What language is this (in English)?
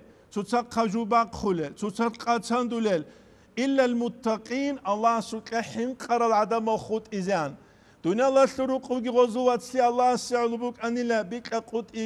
Avaric